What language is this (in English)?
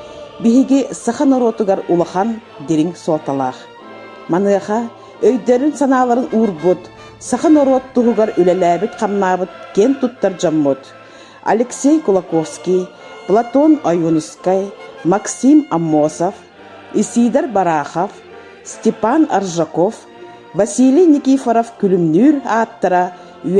Yakut